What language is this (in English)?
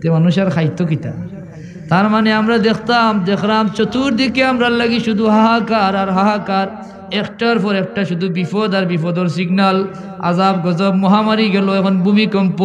Sylheti